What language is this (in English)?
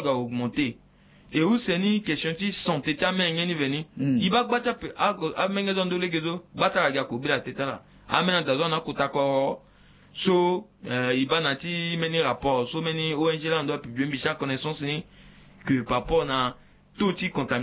Sango